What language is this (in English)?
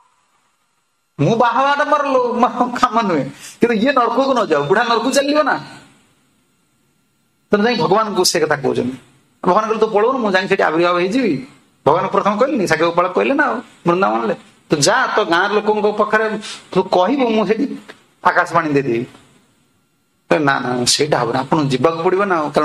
Odia